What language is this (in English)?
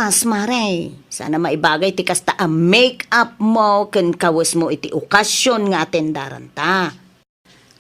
Iloko